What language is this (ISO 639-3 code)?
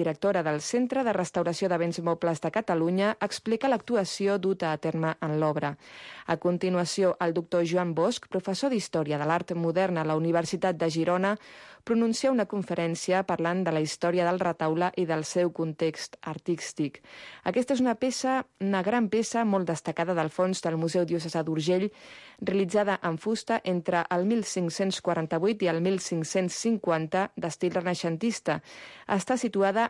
cat